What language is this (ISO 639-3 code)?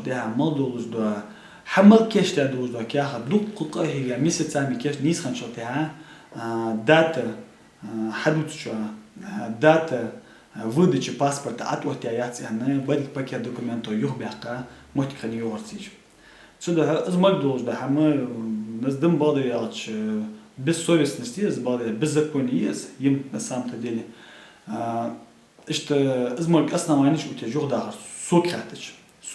inh